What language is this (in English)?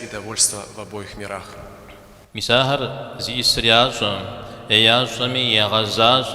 Kabardian